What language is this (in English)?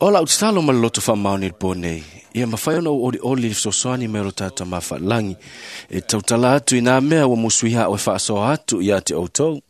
Samoan